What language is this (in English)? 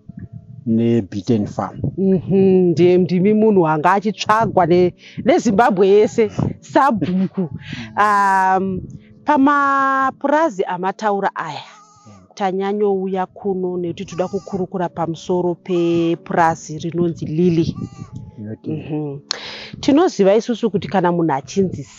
Shona